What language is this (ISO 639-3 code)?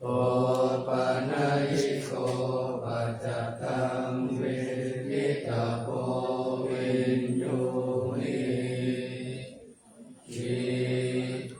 pli